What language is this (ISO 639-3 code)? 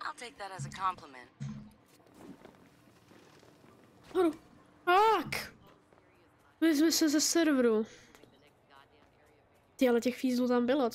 ces